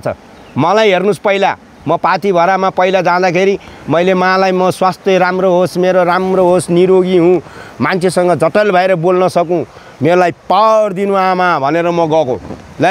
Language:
Nepali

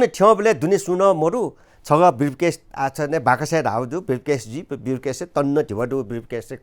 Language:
Newari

